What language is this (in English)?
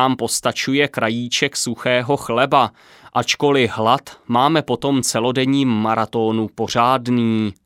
Czech